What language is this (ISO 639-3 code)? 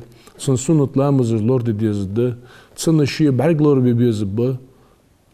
inh